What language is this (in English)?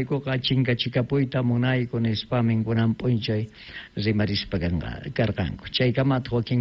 South Bolivian Quechua